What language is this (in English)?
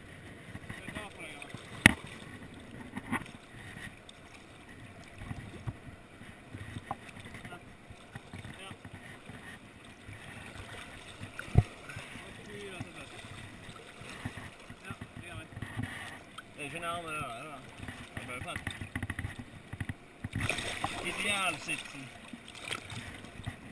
Norwegian